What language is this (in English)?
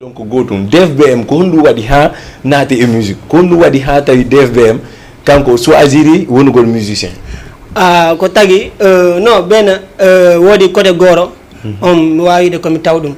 Fula